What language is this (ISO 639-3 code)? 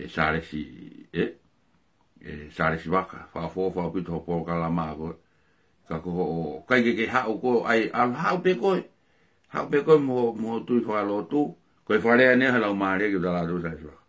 ton